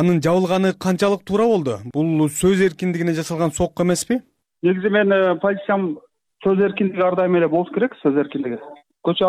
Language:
Kyrgyz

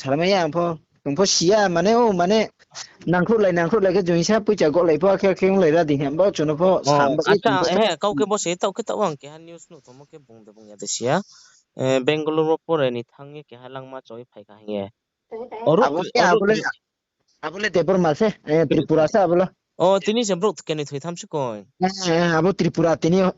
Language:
Riang (India)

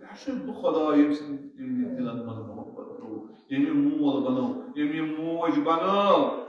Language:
Kashmiri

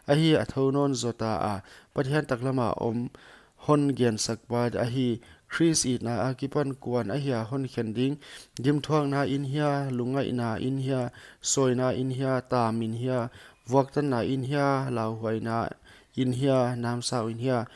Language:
Paite Chin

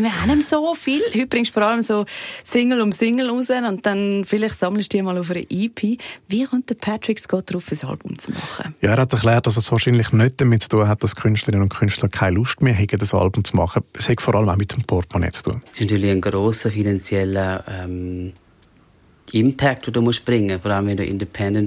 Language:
German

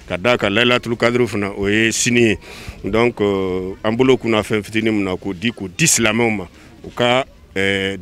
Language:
Bambara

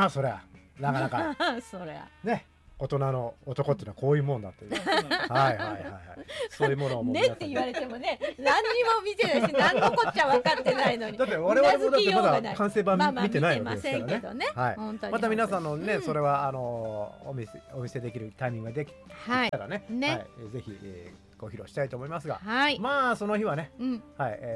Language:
Japanese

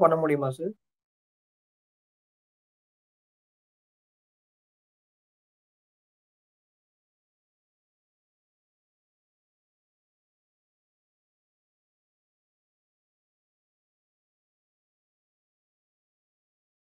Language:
Tamil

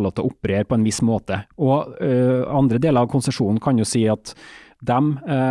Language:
Norwegian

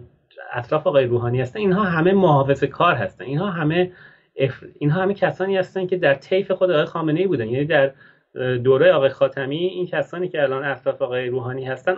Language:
Persian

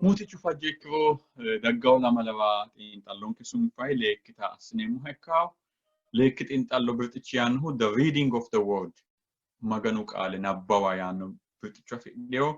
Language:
Sidamo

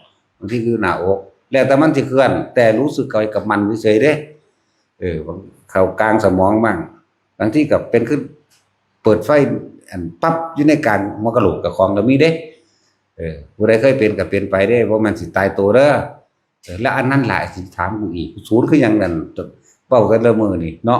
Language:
Northeastern Thai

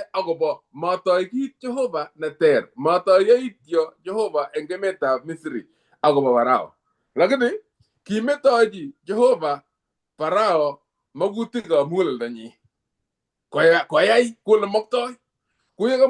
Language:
Kalenjin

